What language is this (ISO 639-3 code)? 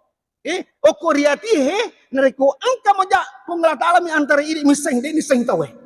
bug